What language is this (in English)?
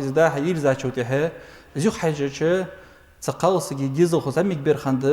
Ingush